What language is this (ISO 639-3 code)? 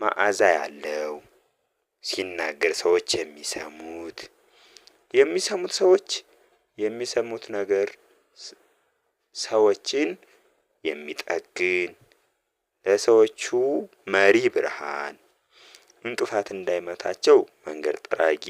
amh